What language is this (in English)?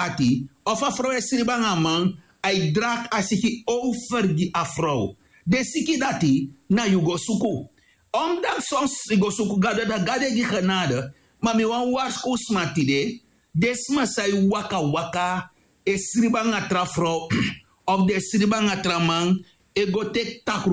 Sranan Tongo